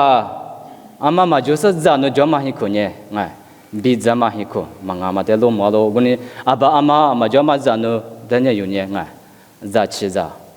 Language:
Lisu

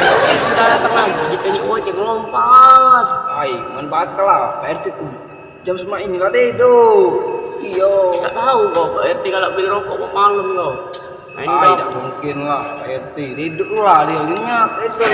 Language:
Musi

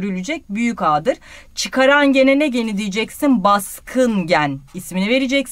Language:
Turkish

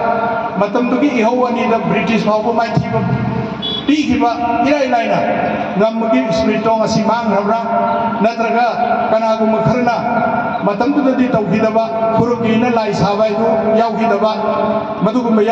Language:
Manipuri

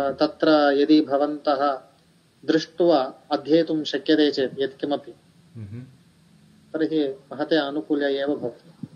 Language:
Sanskrit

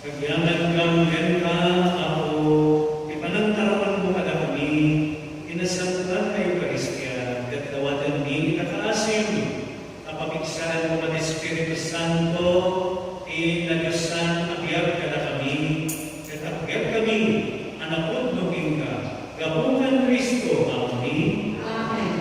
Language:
Iloko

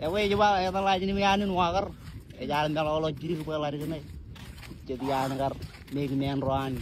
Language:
Marshallese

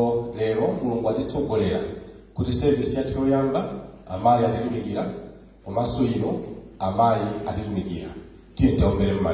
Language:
Nyanja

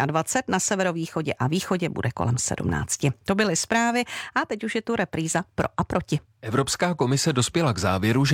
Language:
Czech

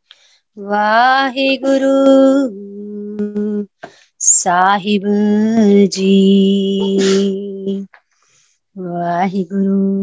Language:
Punjabi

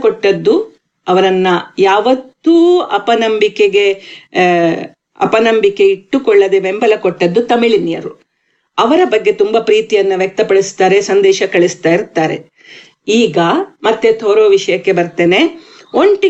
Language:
Kannada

